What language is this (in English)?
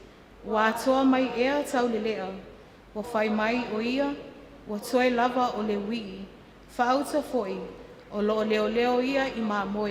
Samoan